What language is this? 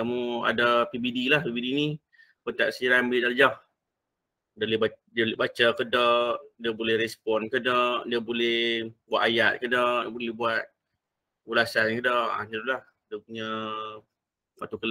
Malay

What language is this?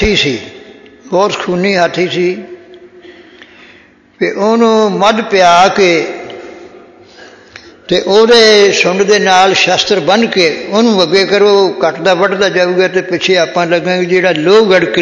Punjabi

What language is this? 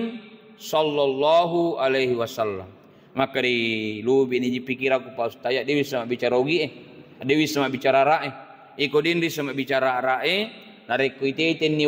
Buginese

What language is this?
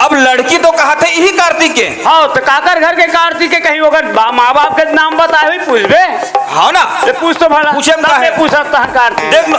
Chhattisgarhi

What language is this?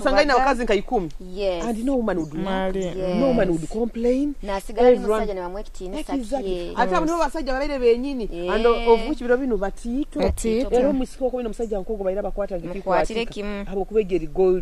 Nyoro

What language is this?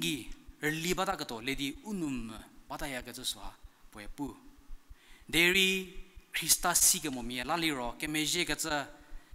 Angami Naga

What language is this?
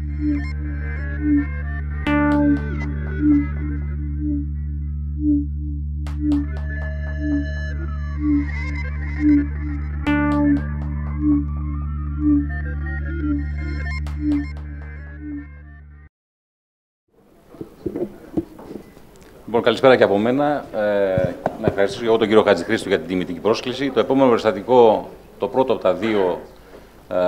Greek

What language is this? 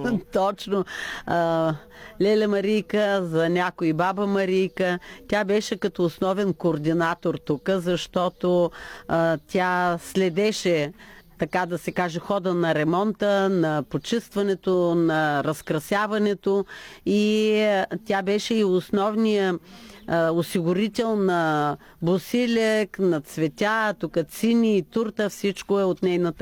Bulgarian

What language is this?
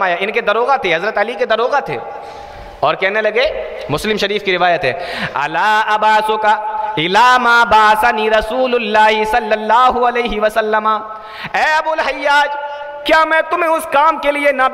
Urdu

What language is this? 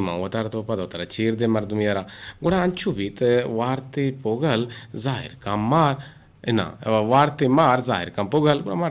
Eastern Balochi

